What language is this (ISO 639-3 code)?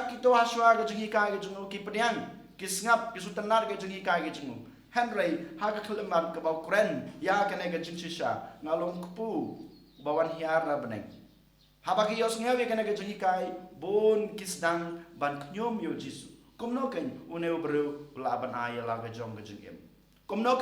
kha